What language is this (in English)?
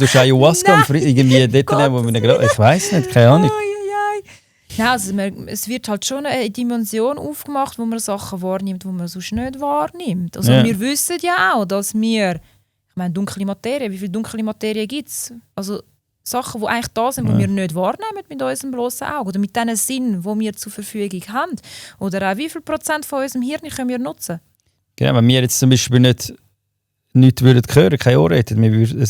Swiss German